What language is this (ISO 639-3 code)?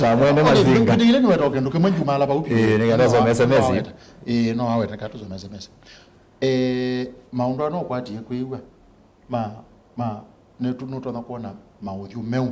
kam